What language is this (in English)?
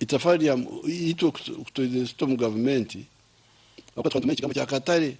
Nyankole